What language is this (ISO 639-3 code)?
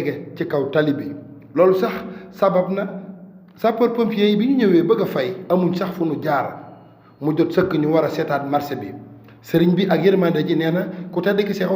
wol